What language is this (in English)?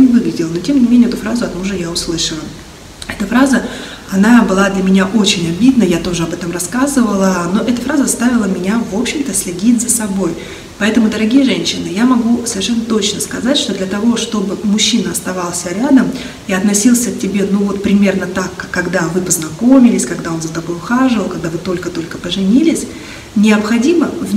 Russian